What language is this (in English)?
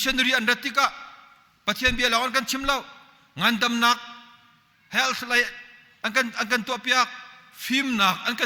Hakha Chin